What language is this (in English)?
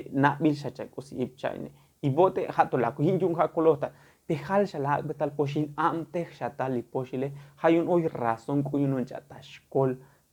Tzotzil